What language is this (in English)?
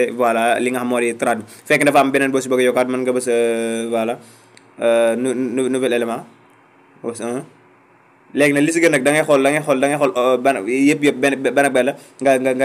Wolof